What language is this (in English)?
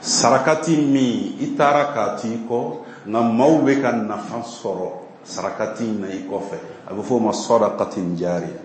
Bambara